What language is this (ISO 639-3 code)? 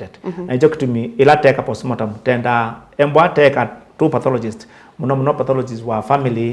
kam